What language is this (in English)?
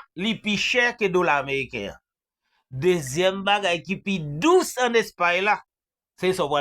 Haitian Creole